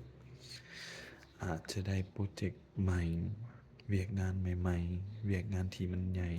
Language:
Lao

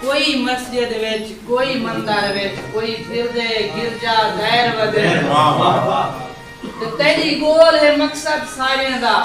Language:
Saraiki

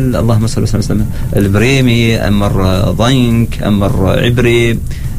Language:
Arabic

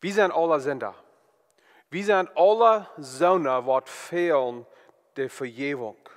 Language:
Plautdietsch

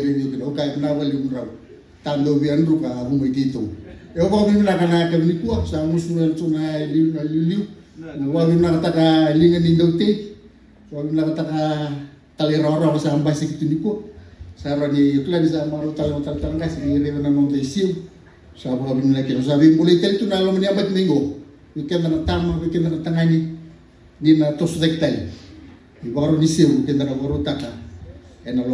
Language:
Fijian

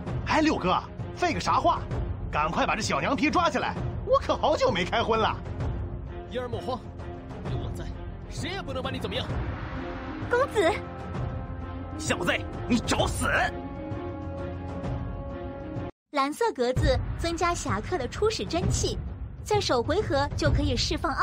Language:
Chinese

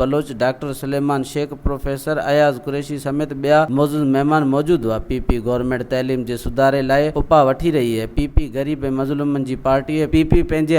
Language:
Sindhi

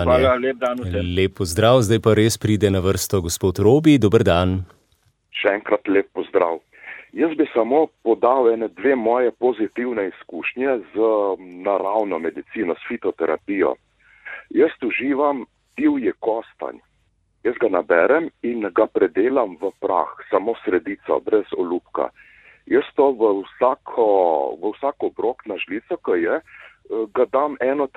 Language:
Slovenian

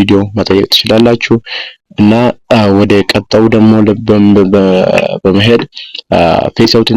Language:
Amharic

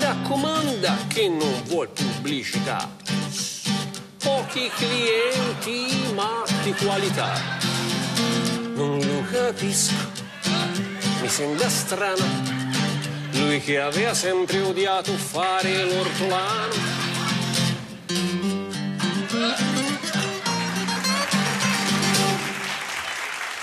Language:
Italian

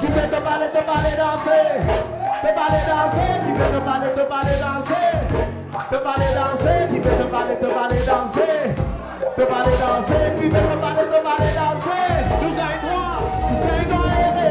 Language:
Morisyen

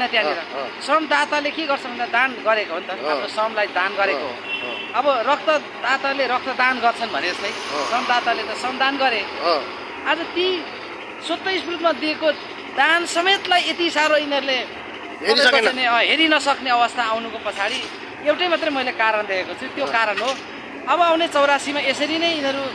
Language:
Nepali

